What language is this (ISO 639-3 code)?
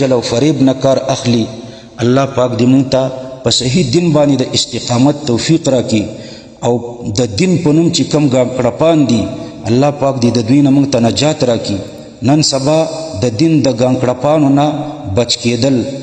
pus